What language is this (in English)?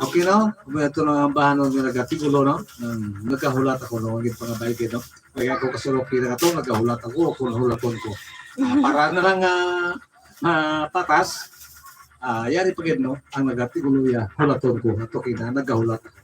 Hiligaynon